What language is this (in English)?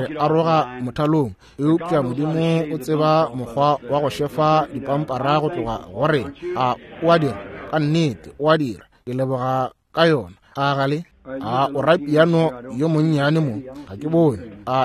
Northern Sotho